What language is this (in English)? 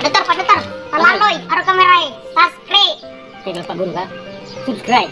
Buginese